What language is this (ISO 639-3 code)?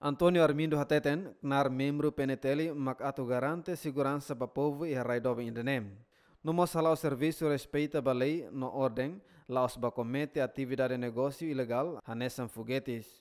tet